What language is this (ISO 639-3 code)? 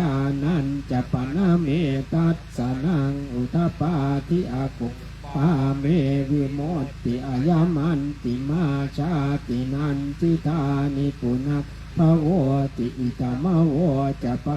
pli